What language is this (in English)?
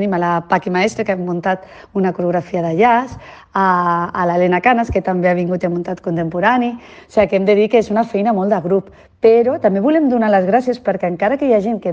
Catalan